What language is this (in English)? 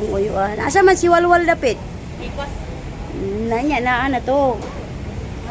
Cebuano